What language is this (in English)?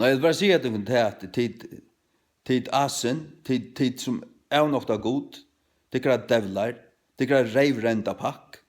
Faroese